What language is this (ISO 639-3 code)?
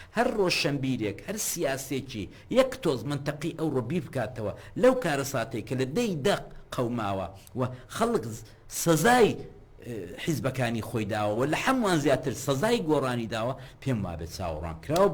ckb